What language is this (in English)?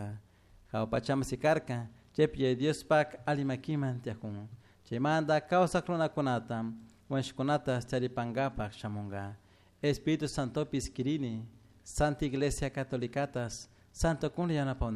Chimborazo Highland Quichua